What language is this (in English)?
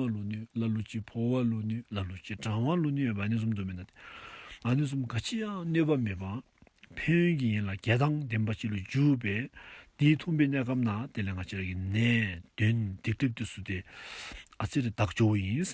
Dzongkha